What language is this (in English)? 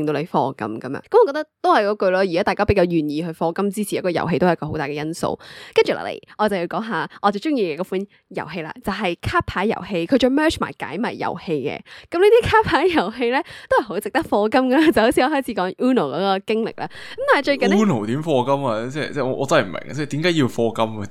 Cantonese